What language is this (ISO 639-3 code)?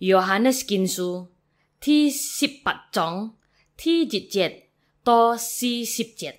hak